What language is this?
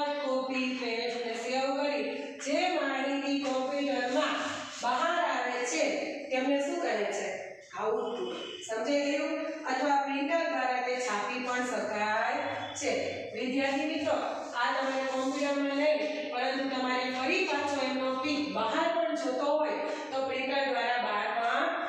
Gujarati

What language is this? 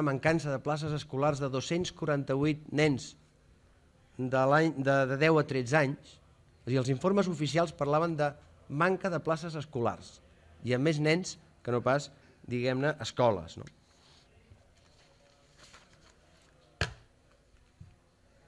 Catalan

